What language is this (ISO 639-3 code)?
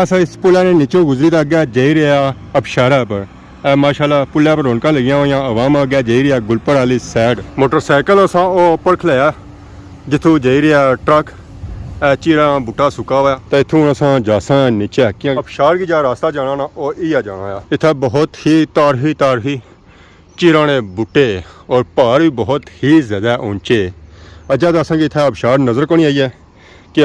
phr